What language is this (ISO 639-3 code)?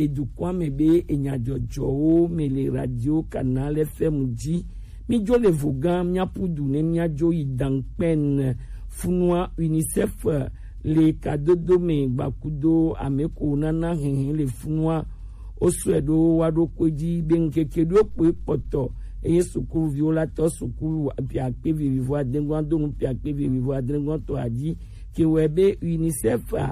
gej